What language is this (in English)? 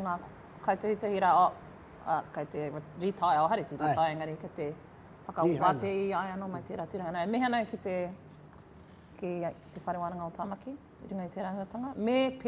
Māori